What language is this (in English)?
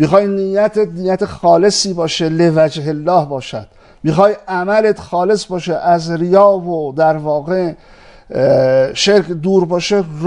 Persian